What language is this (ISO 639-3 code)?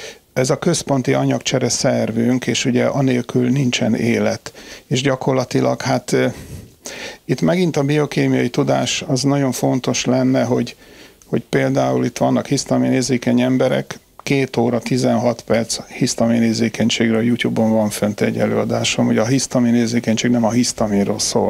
hun